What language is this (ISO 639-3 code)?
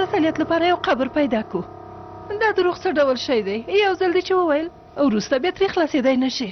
pus